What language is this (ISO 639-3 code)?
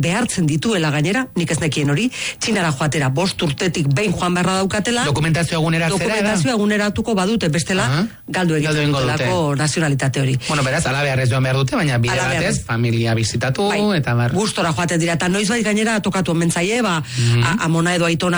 eus